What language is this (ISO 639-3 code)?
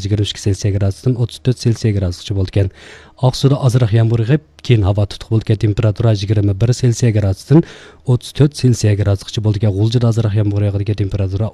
uig